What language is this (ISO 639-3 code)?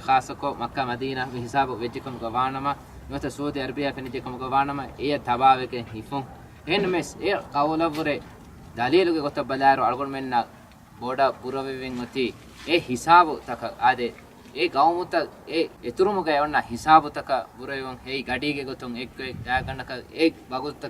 div